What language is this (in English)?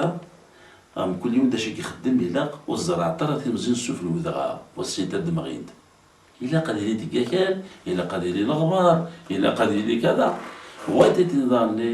Kabyle